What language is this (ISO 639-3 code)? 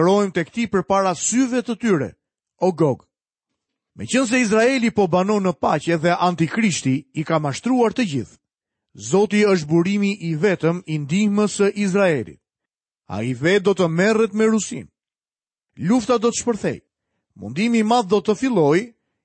sqi